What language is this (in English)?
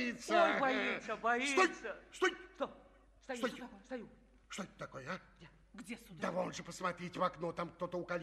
Russian